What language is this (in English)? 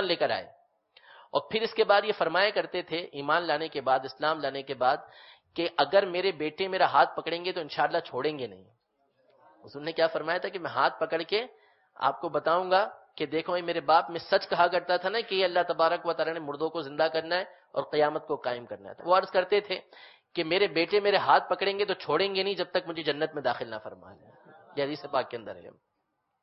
Urdu